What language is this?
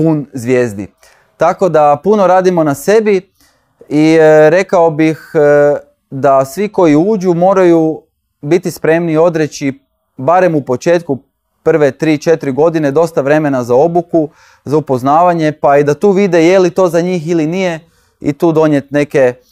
Croatian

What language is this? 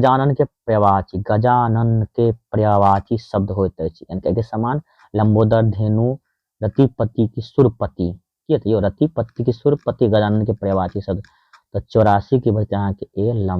Maithili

